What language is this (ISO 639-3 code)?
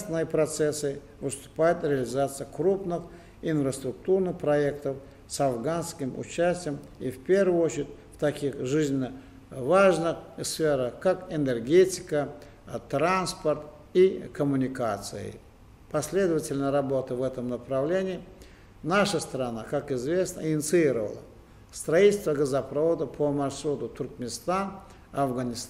tuk